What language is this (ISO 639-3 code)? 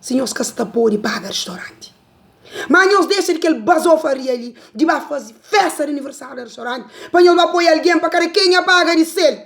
kea